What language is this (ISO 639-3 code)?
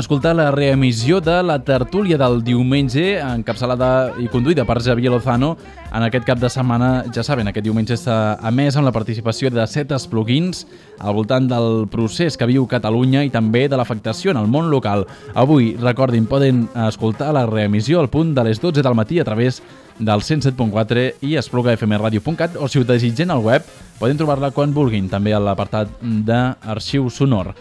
cat